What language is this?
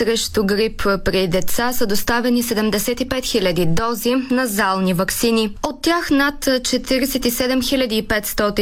Bulgarian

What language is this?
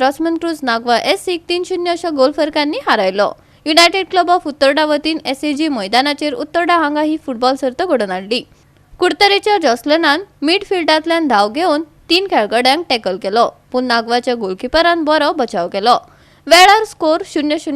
Konkani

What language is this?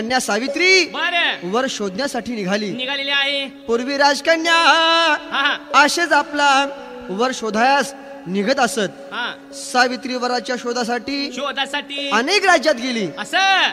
Marathi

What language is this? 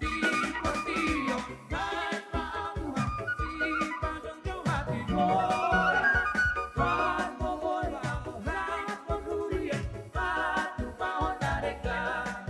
Batak Toba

